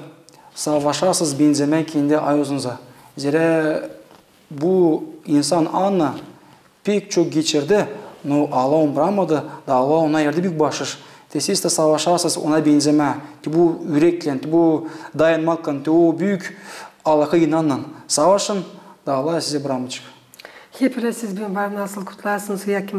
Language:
Gagauz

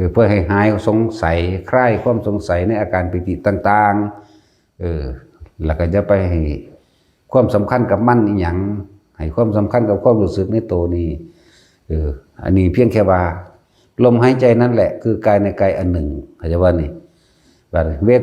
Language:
Lao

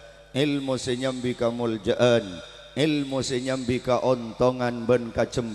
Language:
Madurese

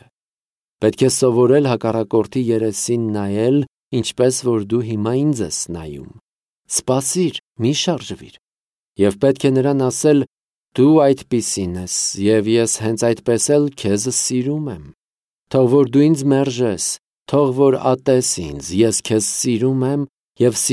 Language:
Armenian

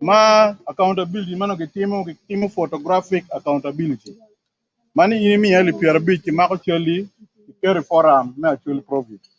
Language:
Acoli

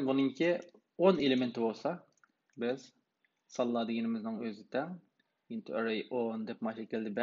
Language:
Uyghur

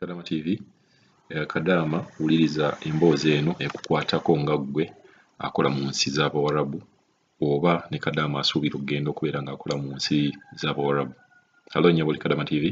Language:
Ganda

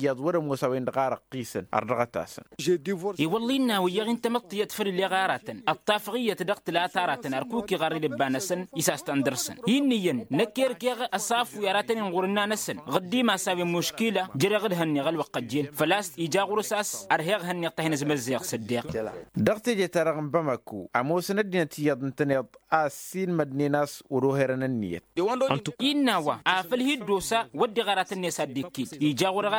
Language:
Tamasheq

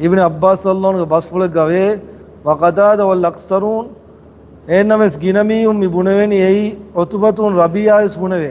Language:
Divehi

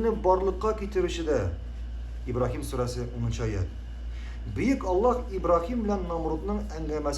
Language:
Tatar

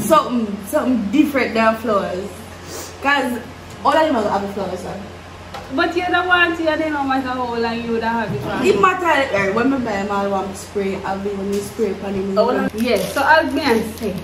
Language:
Jamaican Creole English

